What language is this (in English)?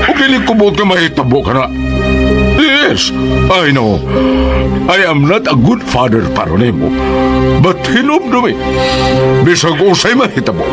Cebuano